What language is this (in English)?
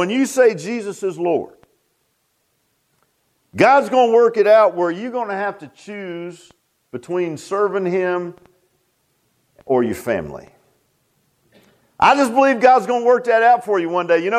English